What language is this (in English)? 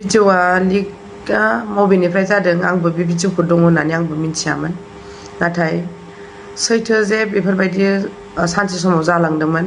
Bodo